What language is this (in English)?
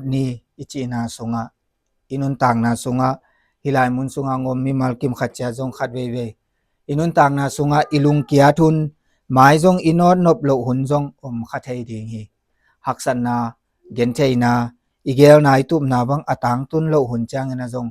Tedim Chin